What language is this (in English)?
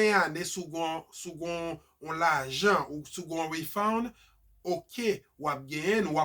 Haitian Creole